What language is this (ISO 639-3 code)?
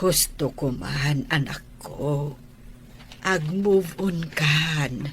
ilo